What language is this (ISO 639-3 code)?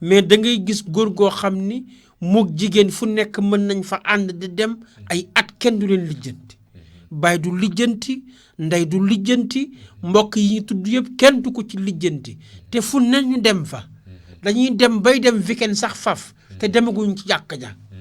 wol